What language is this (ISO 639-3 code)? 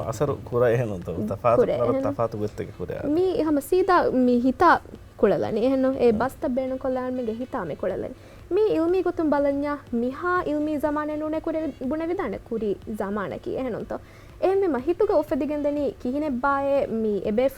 div